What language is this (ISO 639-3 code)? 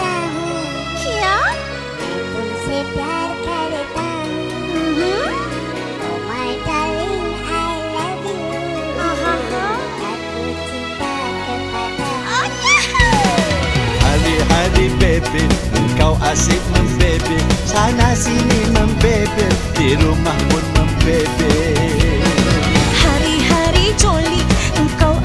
msa